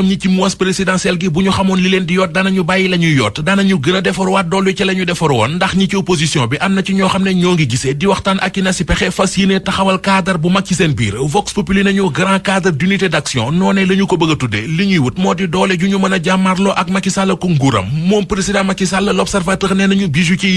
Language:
Wolof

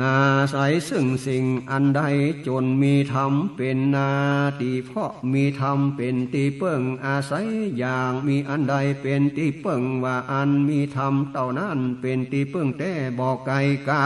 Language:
Northern Thai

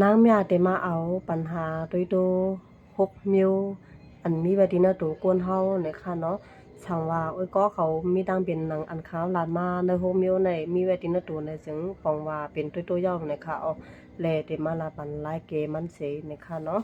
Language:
Shan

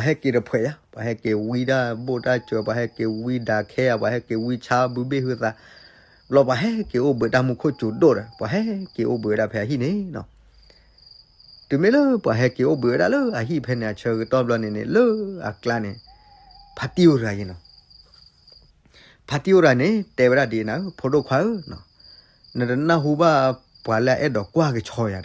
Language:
S'gaw Karen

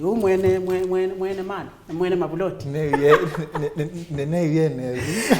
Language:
Kamba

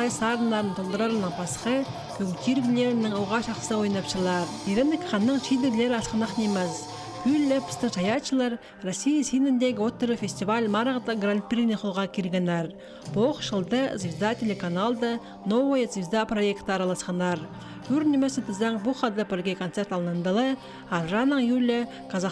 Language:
Khakas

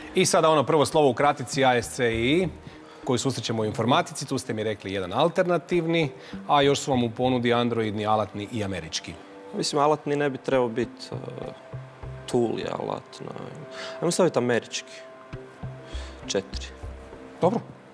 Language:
Croatian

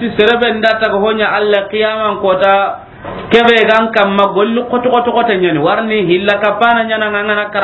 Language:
Soninke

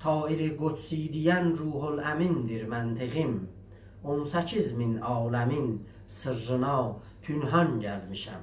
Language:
South Azerbaijani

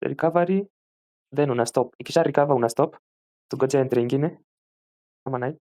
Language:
Swahili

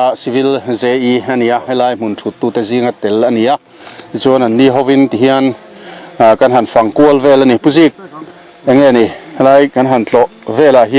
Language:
Mizo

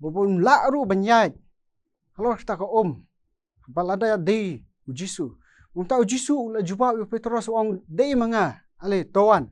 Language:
Khasi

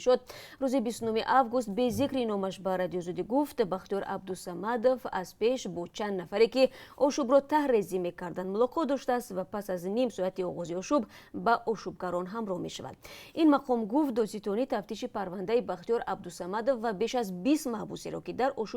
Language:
Tajik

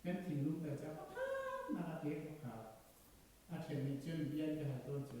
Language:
Hakha Chin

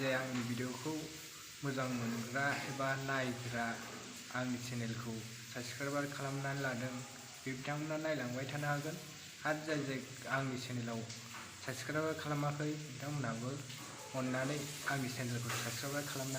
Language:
Bodo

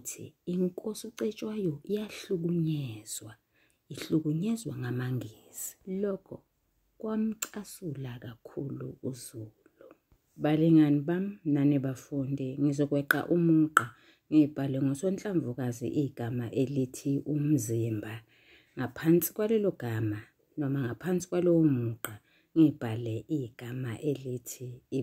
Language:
Zulu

